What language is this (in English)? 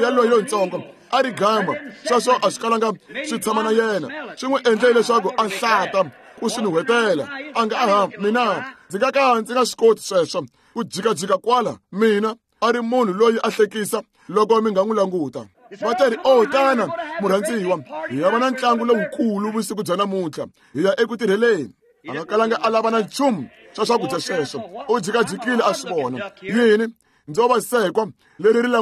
Tsonga